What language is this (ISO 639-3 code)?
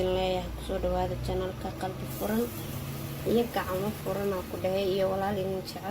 som